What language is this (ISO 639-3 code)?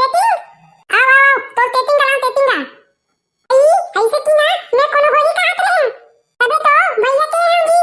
hne